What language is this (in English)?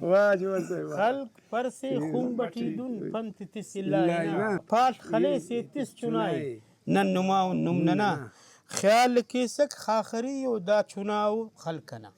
Brahui